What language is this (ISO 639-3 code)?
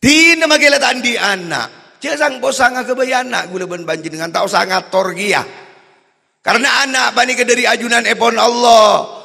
mad